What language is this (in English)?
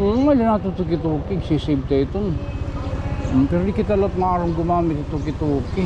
Waray